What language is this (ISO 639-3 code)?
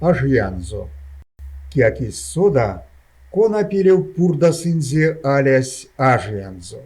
myv